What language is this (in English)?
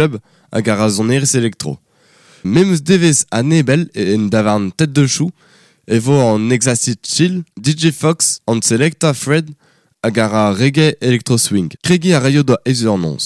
Breton